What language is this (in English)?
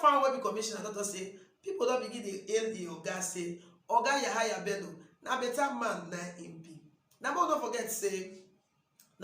Nigerian Pidgin